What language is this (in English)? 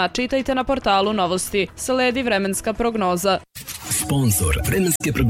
Serbian